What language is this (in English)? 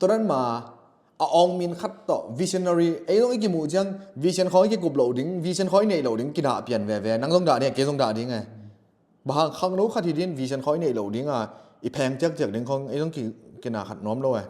Tedim Chin